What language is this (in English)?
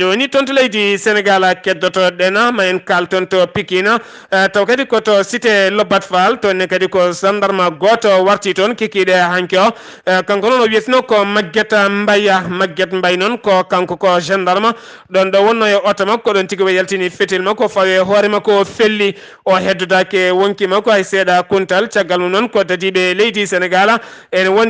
Fula